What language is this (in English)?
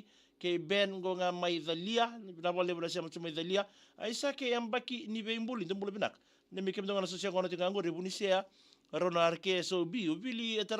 Fijian